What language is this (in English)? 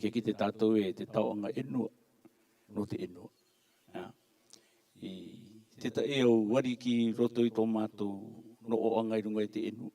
Rarotongan